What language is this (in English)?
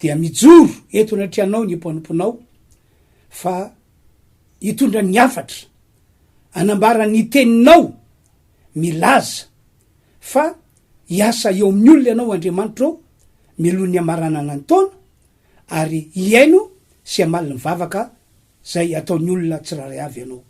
Malagasy